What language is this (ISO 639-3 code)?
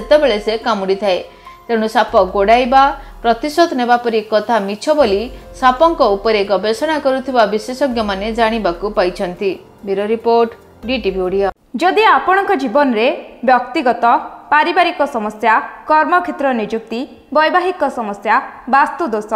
ori